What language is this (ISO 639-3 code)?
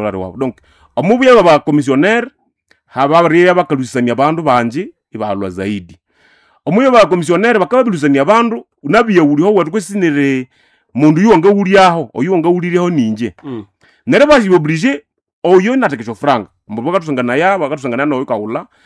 nnb